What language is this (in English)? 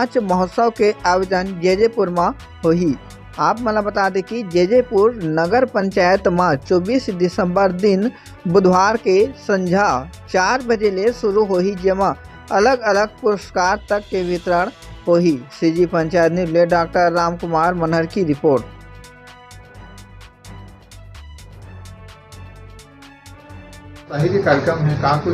Chhattisgarhi